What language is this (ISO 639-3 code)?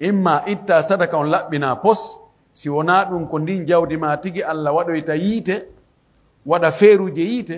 fuf